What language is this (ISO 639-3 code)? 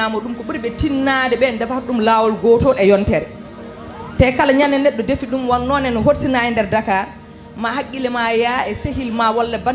ful